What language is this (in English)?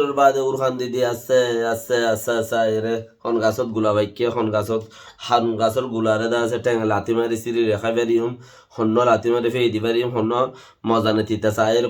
Rohingya